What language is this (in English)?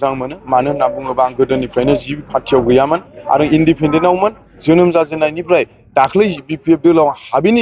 Bodo